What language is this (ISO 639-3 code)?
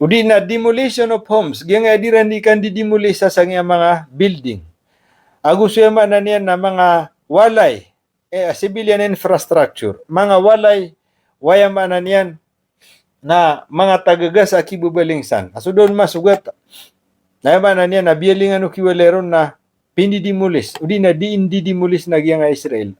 mrw